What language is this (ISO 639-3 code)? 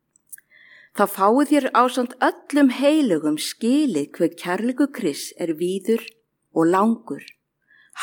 isl